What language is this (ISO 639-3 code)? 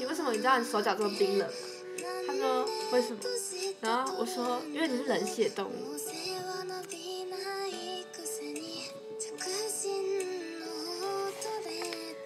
zho